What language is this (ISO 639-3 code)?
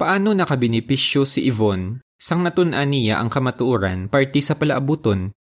hil